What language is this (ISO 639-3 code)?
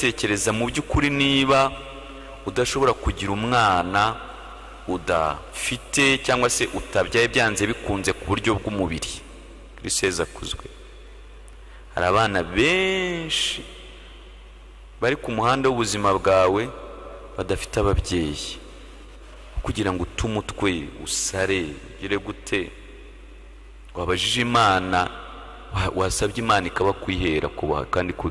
kin